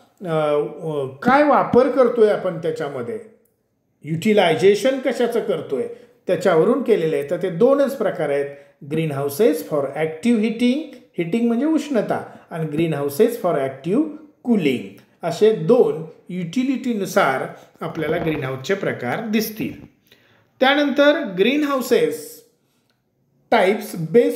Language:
Marathi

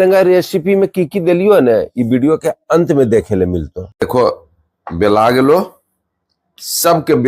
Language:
Magahi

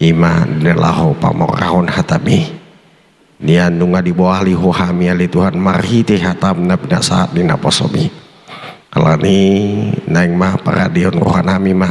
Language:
Batak Toba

